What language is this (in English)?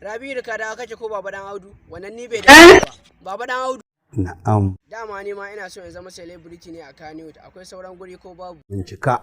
Hausa